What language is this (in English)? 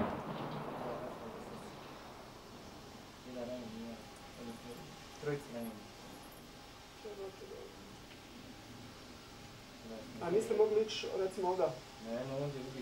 Bosnian